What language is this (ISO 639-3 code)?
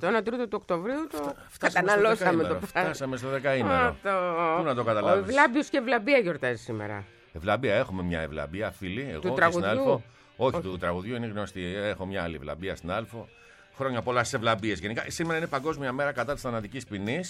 ell